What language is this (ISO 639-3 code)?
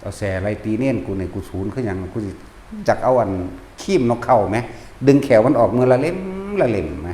tts